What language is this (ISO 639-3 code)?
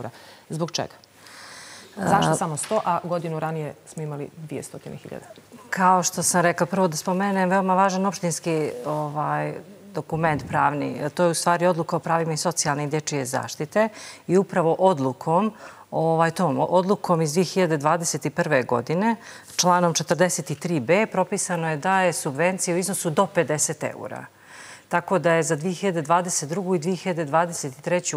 srp